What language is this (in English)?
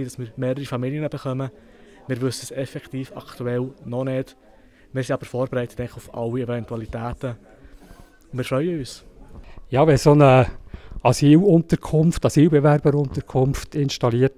Swiss German